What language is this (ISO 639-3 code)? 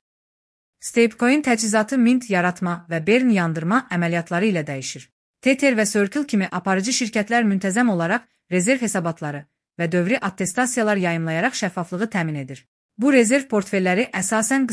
aze